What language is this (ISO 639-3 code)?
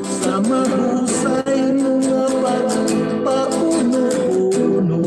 hil